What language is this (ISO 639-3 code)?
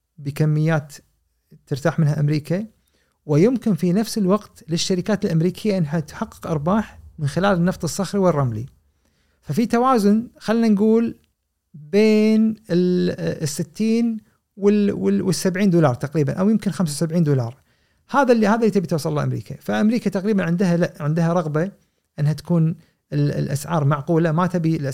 afb